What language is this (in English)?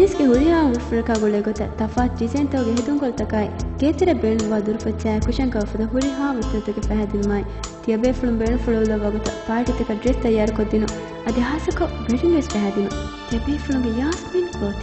Divehi